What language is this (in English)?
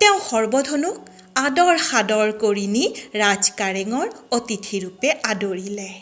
Assamese